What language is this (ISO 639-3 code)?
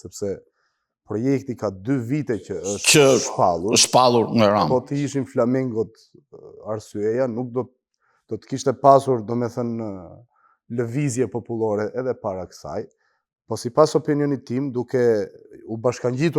sqi